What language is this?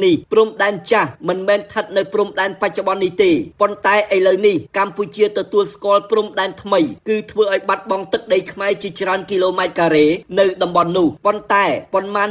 Khmer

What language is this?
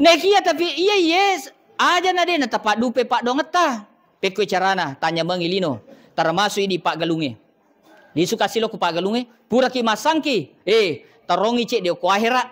Buginese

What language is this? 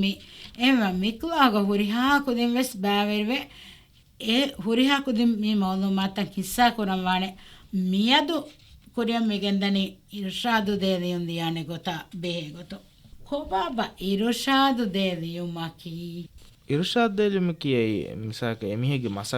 Divehi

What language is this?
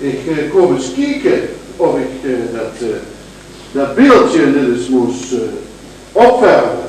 Limburgish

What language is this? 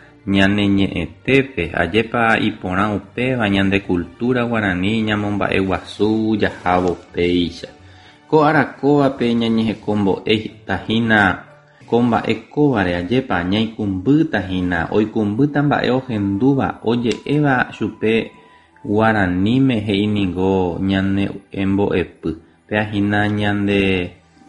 Guarani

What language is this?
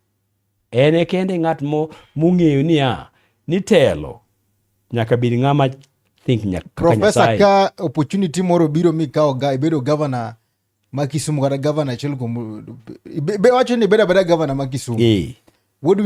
Luo (Kenya and Tanzania)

